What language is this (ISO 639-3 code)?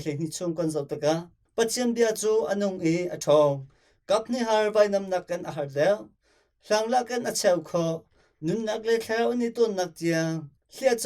cnh